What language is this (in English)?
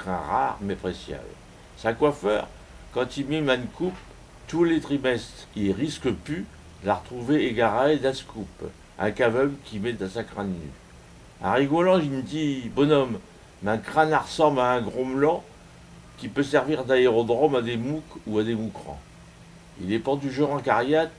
Picard